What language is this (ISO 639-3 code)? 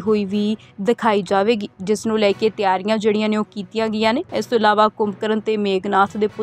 pan